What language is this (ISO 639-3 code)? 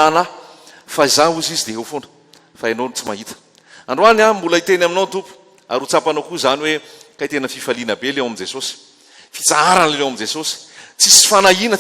mlg